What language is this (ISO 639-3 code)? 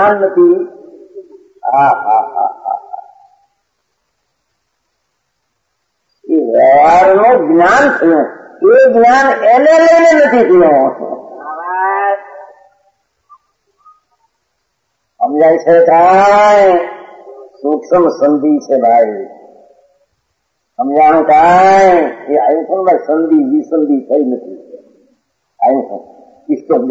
guj